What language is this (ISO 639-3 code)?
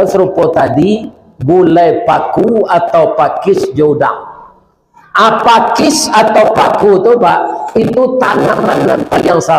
min